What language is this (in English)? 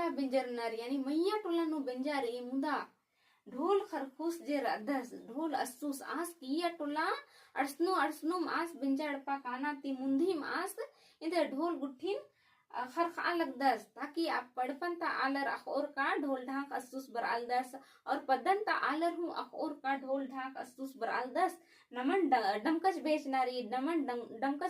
Kurukh